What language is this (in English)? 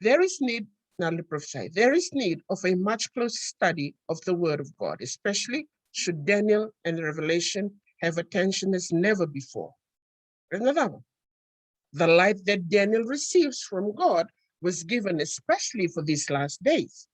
Fijian